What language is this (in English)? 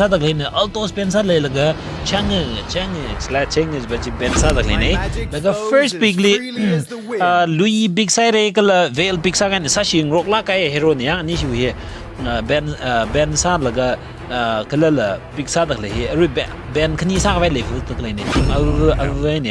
Tangkhul Naga (India)